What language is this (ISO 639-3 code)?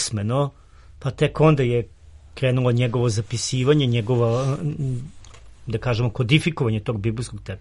srp